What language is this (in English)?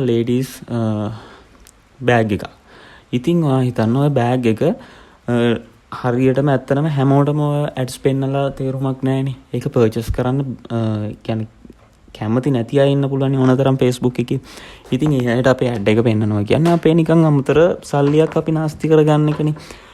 Sinhala